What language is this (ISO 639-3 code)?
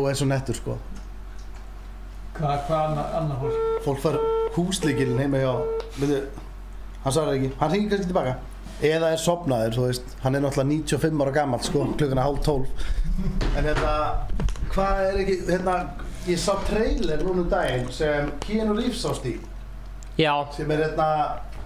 isl